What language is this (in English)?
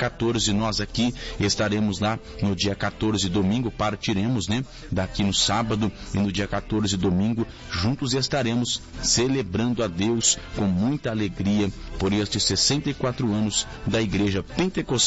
Portuguese